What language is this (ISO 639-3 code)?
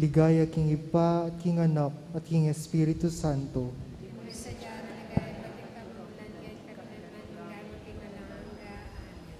pam